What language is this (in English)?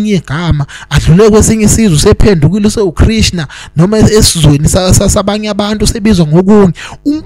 Zulu